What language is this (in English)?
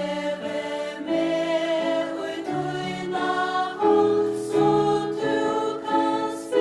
Faroese